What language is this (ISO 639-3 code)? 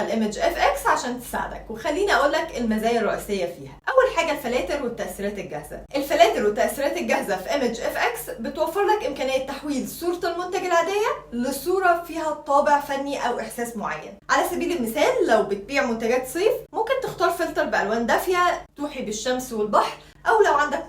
arz